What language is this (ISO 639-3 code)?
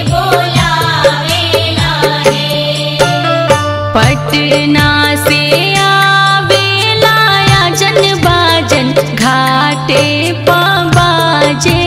bho